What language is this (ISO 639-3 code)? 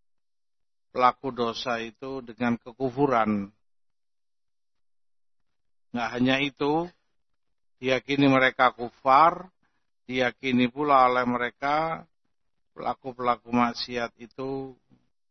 ind